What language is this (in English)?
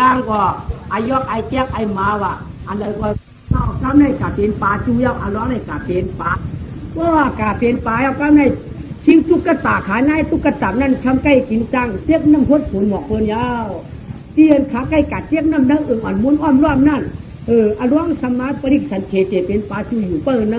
Shan